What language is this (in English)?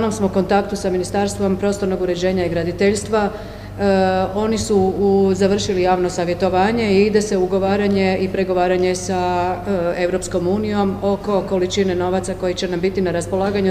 Croatian